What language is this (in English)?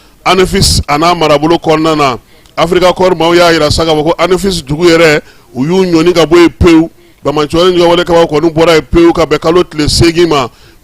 Bambara